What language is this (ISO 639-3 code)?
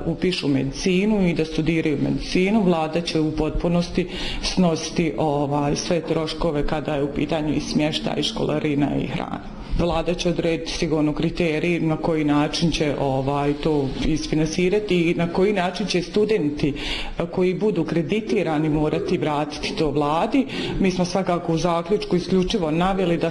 bos